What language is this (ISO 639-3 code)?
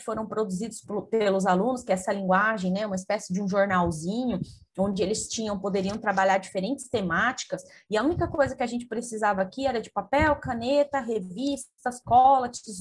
por